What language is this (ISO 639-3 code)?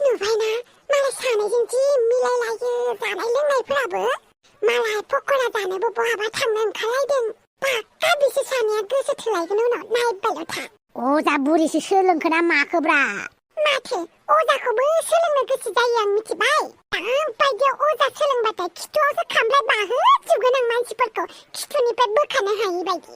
brx